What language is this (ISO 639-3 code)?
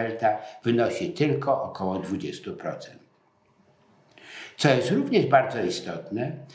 pol